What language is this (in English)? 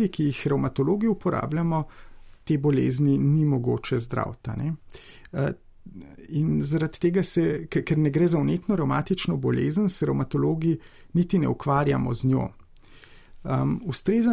Slovenian